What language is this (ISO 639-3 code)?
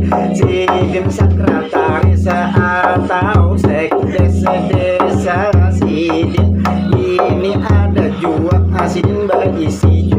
bjn